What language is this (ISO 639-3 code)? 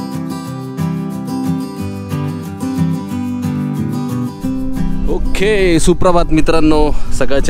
mar